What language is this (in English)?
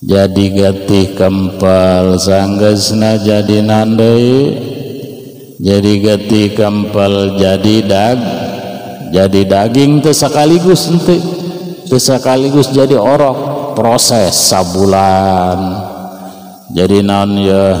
Sundanese